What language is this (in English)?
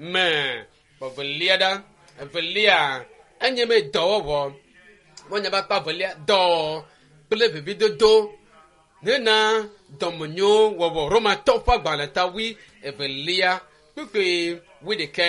Ewe